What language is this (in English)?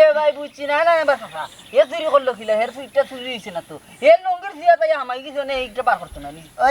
Sylheti